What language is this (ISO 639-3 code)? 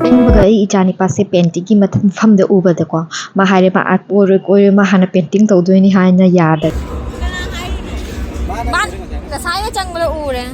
mni